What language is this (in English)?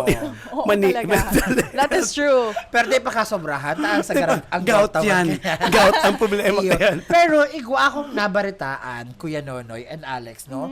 Bikol